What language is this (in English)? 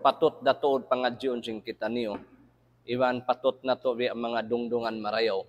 Tausug